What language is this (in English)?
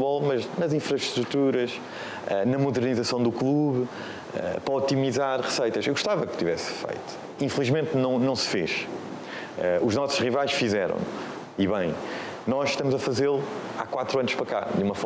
Portuguese